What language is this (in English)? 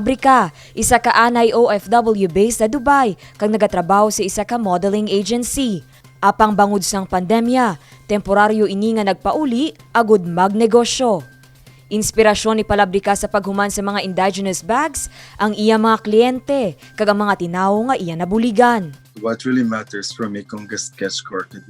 Hiligaynon